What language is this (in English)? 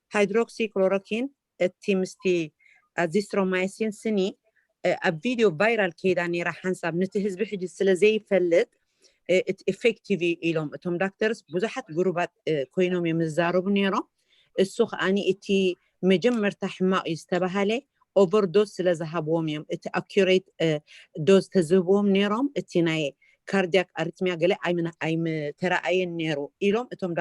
Tigrinya